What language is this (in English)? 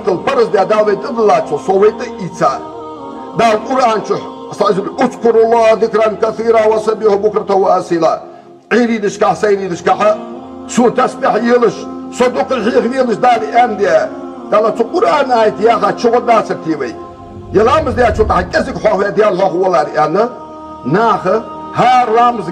Ingush